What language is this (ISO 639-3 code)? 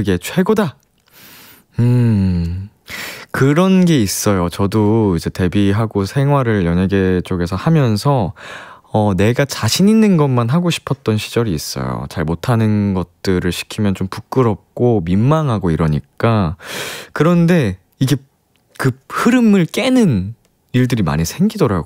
kor